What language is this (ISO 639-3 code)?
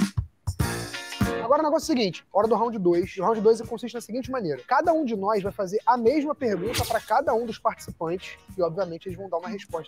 por